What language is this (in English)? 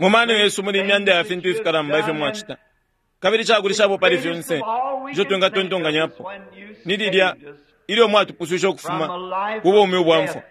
Bemba